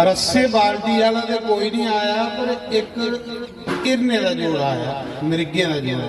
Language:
Dogri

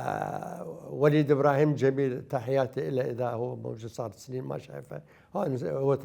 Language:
Mesopotamian Arabic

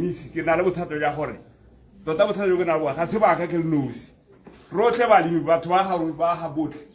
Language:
Tswana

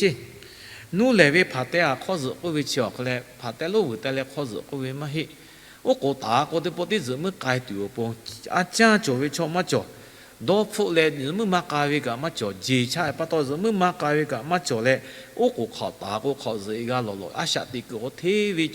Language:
Lahu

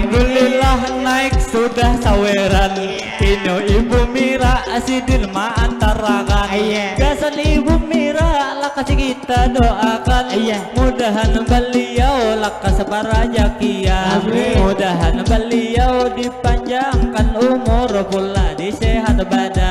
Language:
Banjar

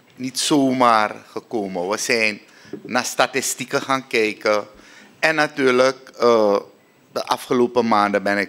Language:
Dutch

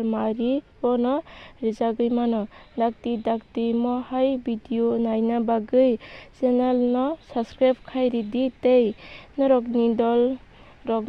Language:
Kok Borok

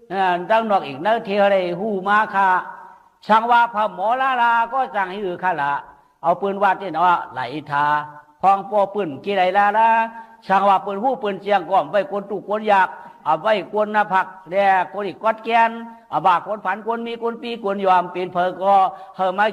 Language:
Shan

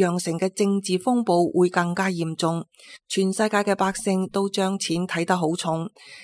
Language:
Cantonese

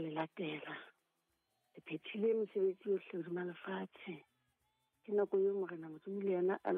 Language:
Southern Sotho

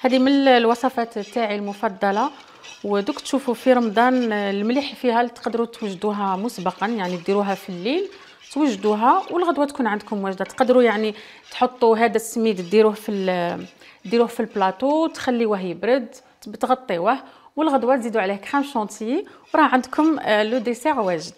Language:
Algerian Arabic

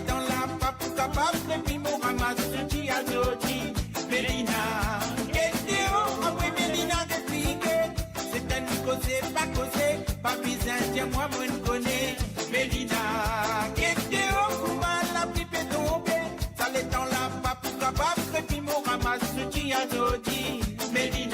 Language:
Morisyen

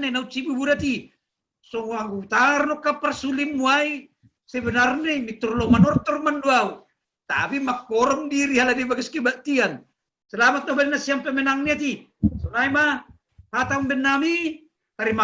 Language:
Batak Simalungun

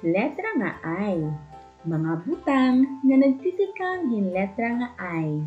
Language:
Waray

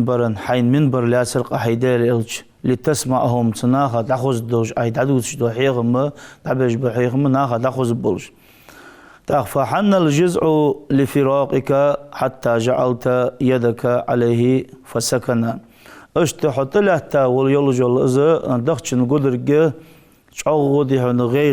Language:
Ingush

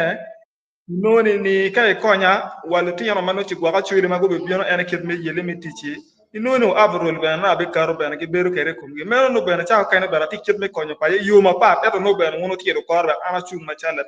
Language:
Acoli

